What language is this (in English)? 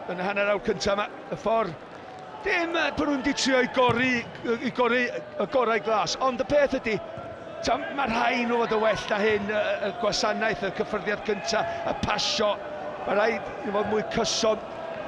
Welsh